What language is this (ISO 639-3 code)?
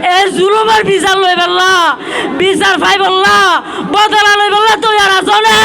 rhg